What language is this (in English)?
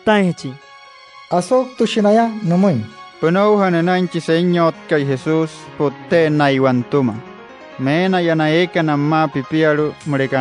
Wayuu